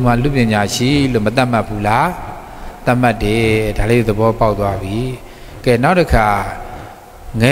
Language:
Burmese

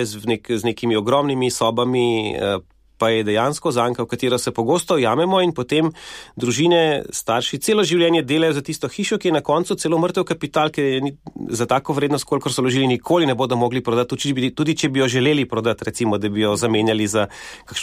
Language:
Slovenian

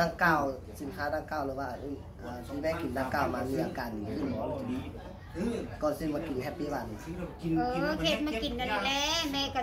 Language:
Lao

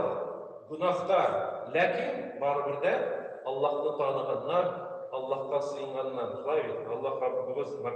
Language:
Tatar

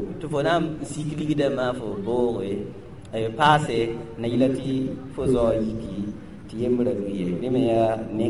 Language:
Mossi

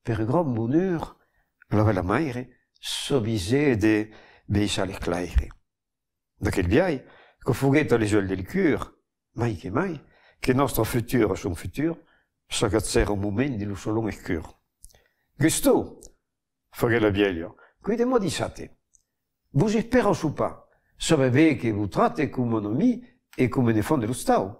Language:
Occitan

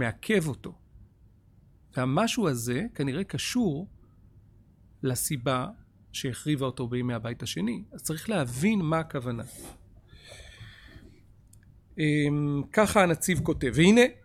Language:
Hebrew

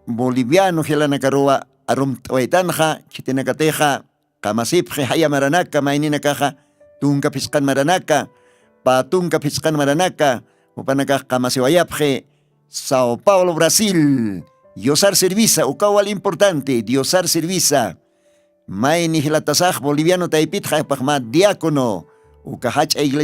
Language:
Aymara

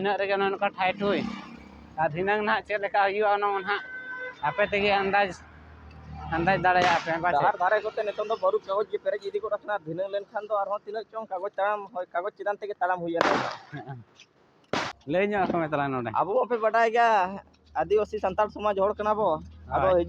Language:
Santali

